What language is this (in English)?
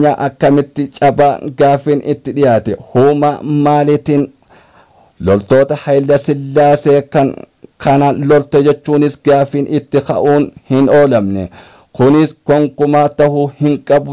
Oromo